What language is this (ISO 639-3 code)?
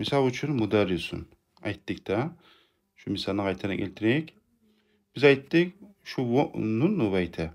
kum